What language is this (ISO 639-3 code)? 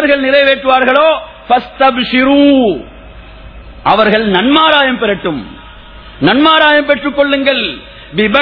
tam